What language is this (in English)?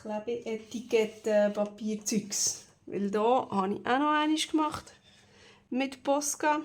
Swiss German